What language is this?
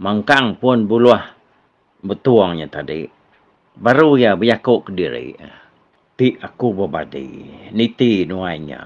Iban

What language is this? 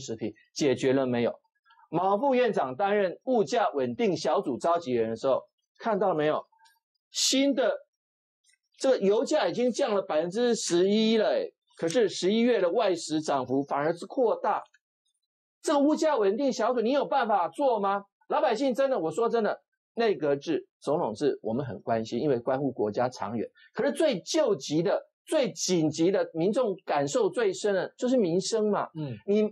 Chinese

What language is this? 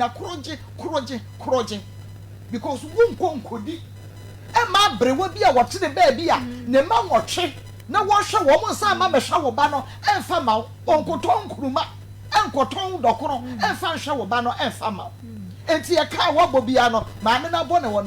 Akan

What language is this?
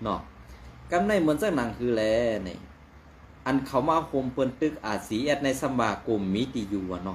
Shan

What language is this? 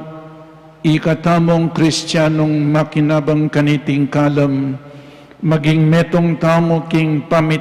Pampanga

